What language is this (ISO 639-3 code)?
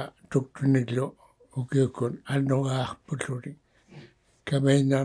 iku